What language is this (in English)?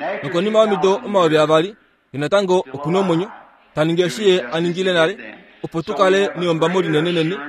Kuanyama